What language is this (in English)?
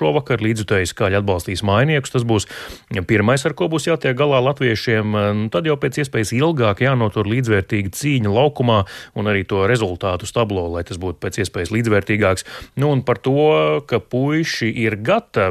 Latvian